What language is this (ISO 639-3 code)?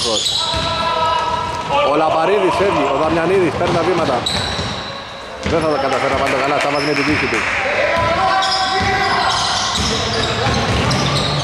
ell